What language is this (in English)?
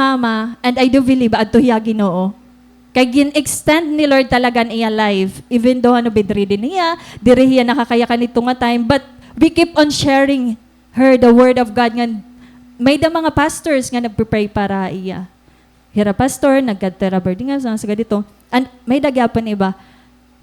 Waray